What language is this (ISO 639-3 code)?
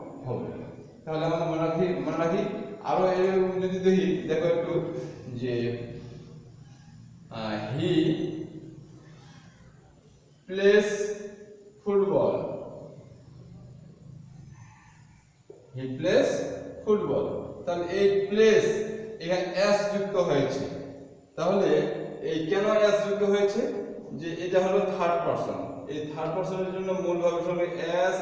ben